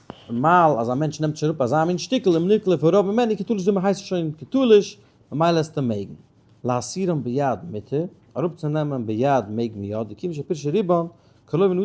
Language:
Yiddish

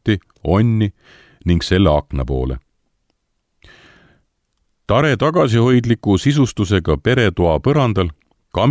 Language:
Estonian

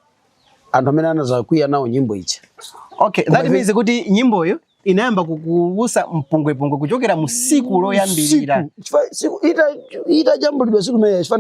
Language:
Nyanja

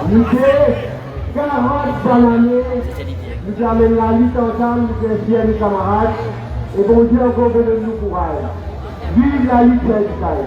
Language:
Morisyen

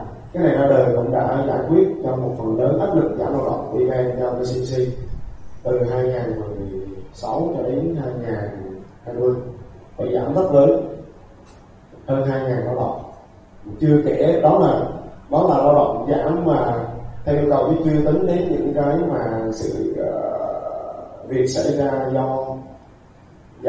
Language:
Vietnamese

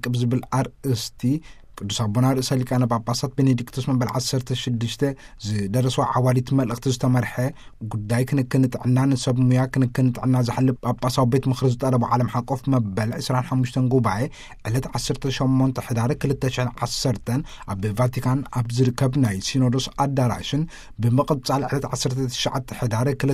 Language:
Tigrinya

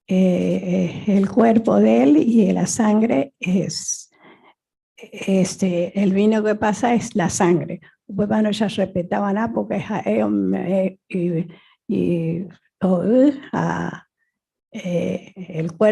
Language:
Guarani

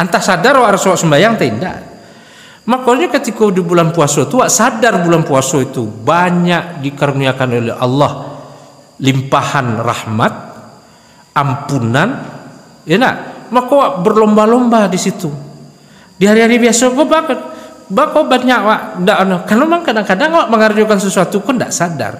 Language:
Minangkabau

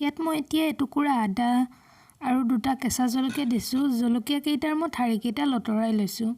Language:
Assamese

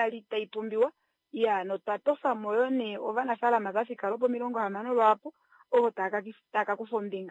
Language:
Kuanyama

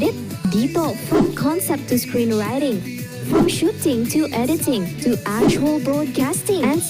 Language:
Bikol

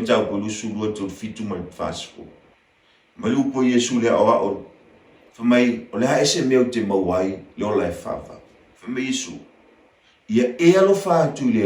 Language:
Samoan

